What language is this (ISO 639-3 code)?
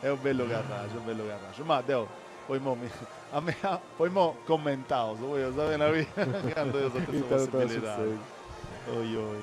srd